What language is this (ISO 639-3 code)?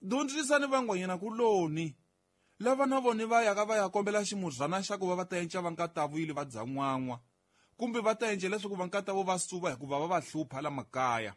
tso